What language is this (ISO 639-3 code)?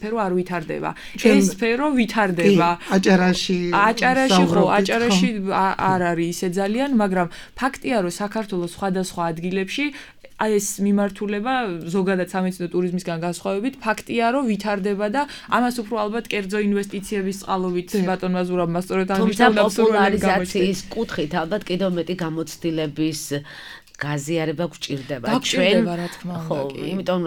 kat